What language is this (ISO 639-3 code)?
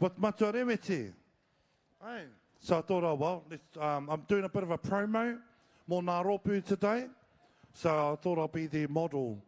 mri